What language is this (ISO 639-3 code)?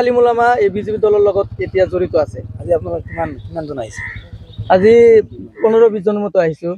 asm